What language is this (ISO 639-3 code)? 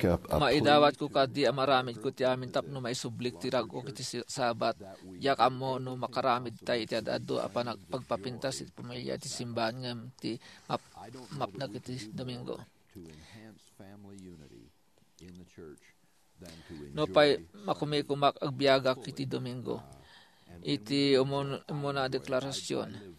ilo